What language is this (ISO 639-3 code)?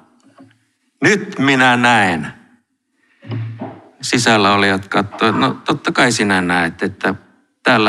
fin